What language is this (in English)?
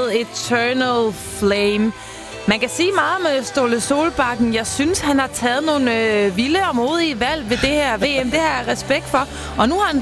Danish